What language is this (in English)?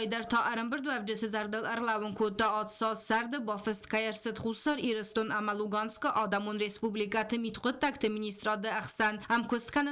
Ossetic